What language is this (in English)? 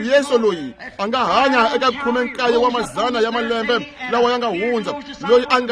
Tsonga